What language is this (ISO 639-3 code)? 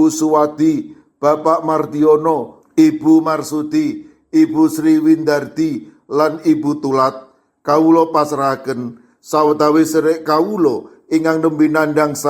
jav